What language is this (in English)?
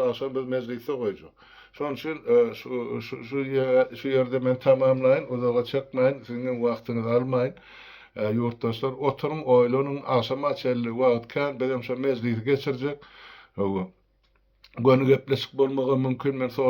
Turkmen